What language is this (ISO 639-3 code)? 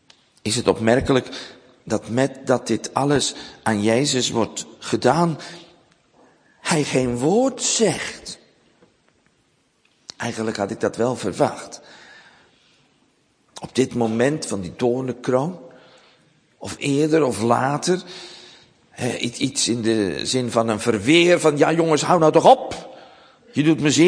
nld